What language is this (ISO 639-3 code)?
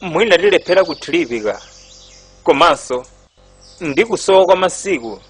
nya